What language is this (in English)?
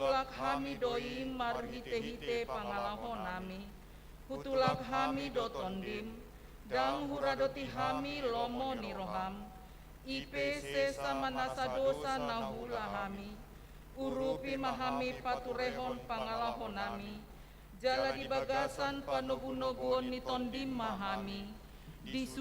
Batak Toba